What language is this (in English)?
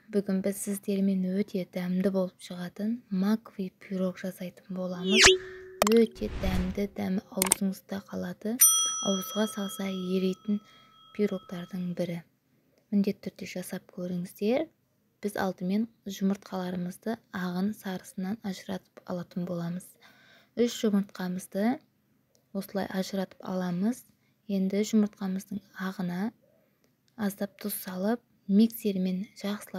Kazakh